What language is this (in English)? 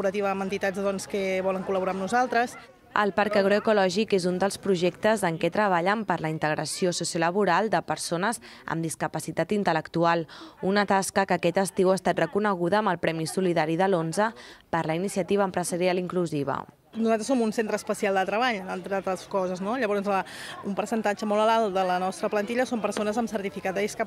Catalan